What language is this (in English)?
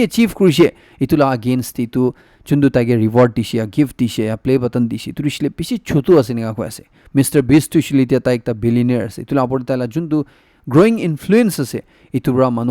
Naga Pidgin